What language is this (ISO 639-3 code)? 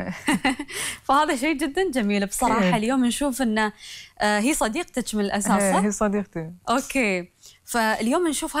afb